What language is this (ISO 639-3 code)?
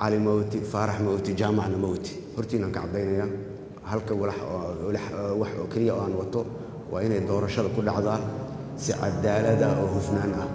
som